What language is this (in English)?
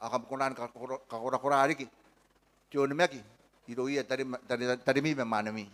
Gilbertese